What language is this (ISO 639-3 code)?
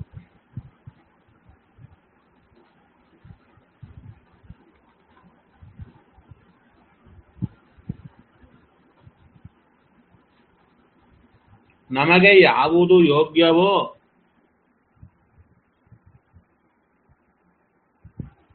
kan